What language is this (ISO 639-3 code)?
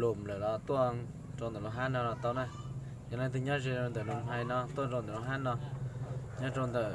hmn